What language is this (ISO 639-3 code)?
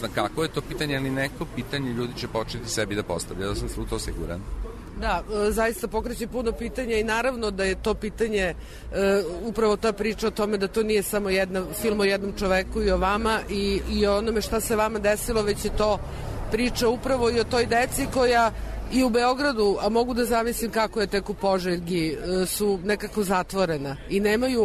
srp